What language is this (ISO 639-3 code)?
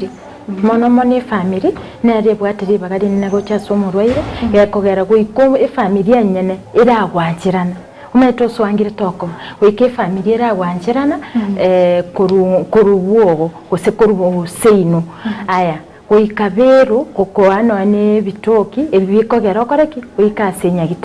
guz